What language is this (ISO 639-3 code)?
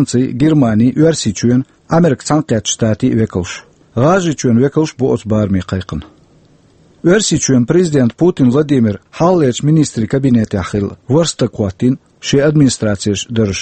che